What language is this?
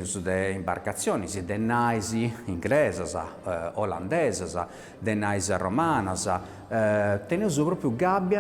Sardinian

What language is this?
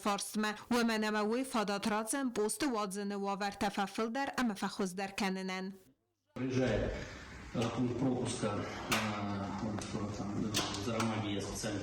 Ossetic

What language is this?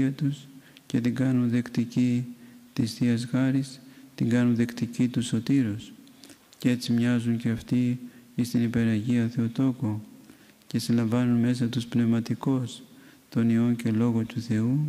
Greek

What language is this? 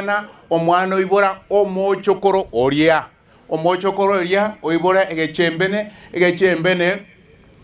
Gusii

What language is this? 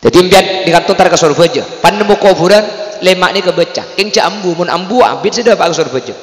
Madurese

